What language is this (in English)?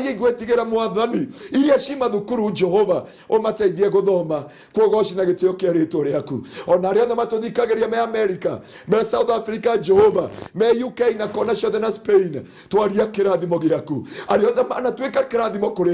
Kikuyu